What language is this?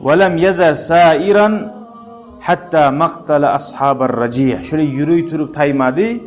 Kumyk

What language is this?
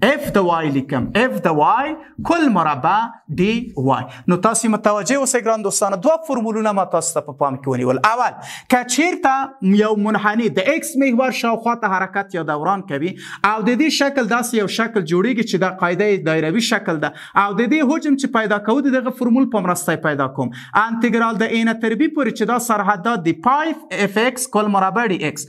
Pashto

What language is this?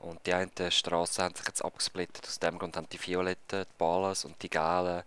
Swiss German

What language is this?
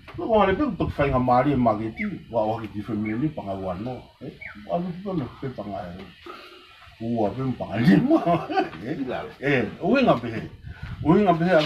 Tongan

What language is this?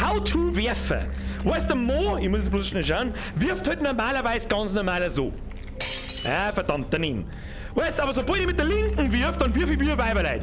Bavarian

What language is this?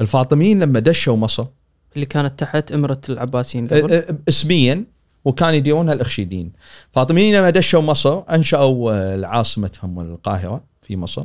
Gulf Arabic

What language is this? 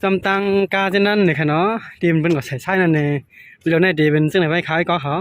Shan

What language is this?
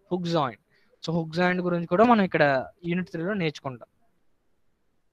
Telugu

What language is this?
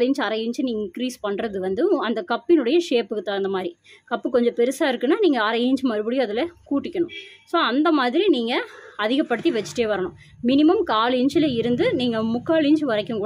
Tamil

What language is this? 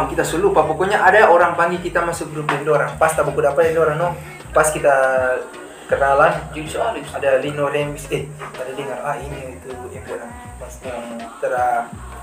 Manado Malay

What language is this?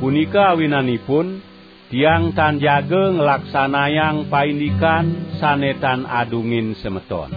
Balinese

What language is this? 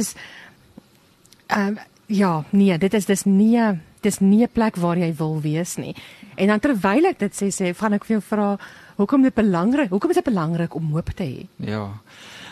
Afrikaans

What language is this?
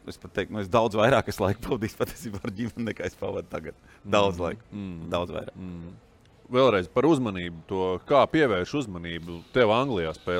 Latvian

